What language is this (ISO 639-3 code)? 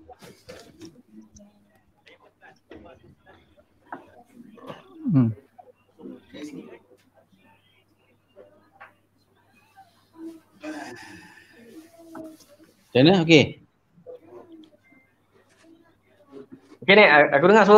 msa